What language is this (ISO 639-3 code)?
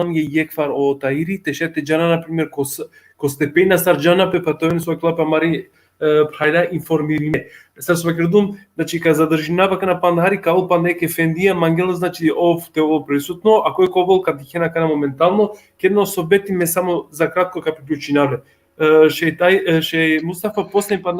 rmn